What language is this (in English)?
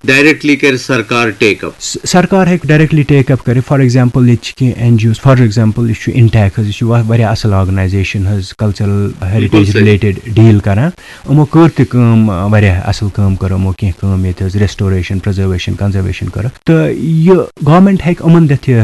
Kashmiri